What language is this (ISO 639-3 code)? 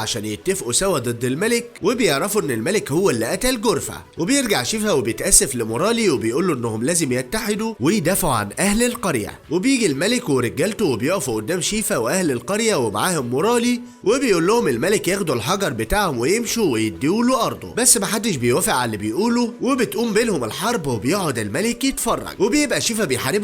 arz